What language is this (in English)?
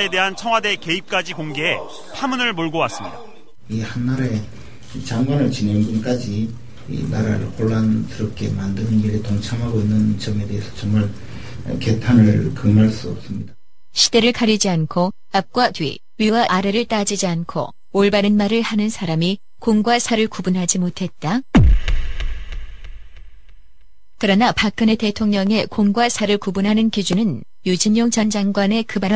Korean